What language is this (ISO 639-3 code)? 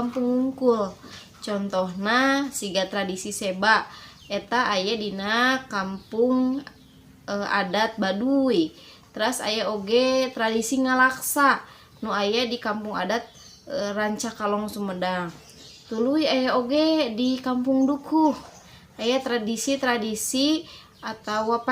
sun